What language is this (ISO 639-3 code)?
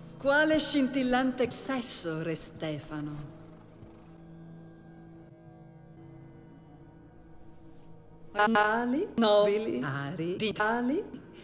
ita